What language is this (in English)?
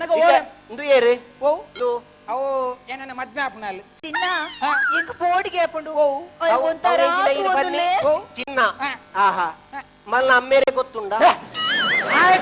Tulu